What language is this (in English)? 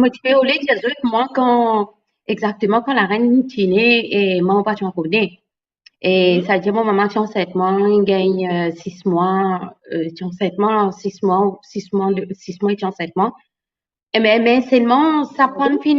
Morisyen